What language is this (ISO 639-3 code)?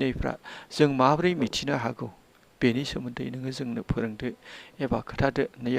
brx